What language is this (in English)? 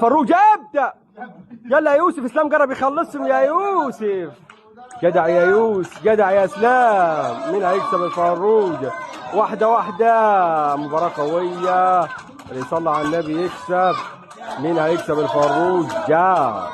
Egyptian Arabic